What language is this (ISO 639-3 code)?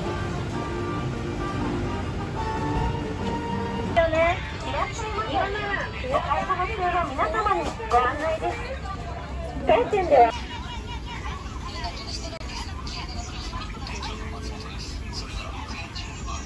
jpn